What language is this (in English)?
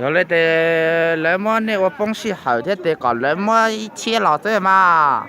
Hmong